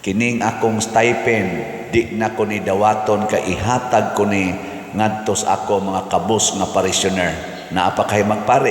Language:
Cebuano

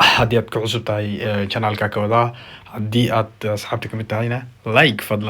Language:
Somali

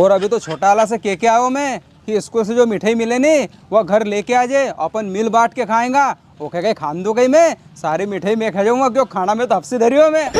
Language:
Rajasthani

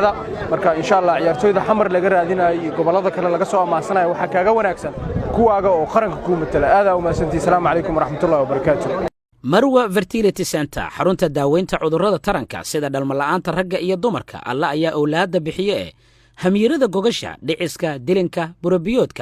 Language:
Somali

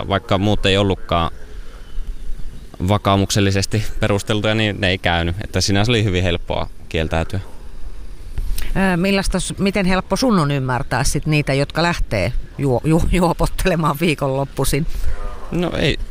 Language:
Finnish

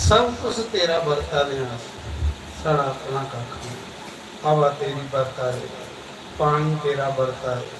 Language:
Dogri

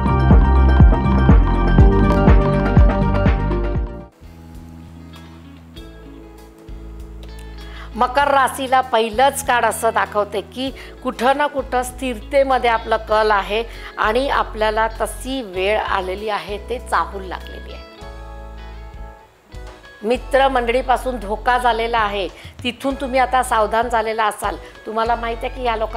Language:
Marathi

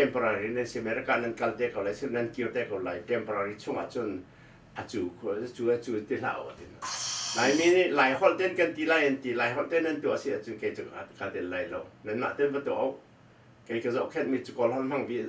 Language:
Hakha Chin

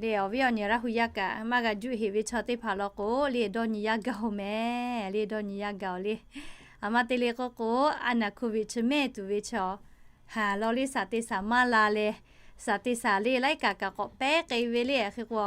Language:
Lahu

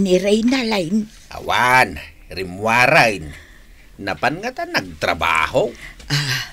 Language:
Iloko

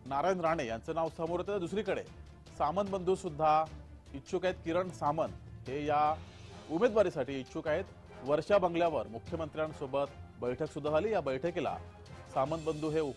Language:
Marathi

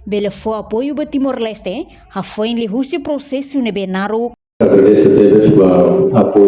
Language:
Tetum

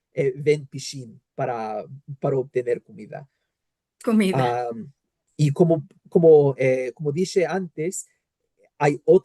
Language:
Ladino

